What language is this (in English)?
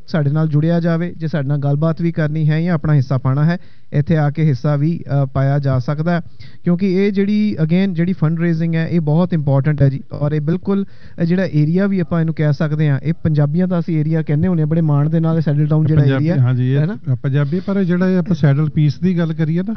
Punjabi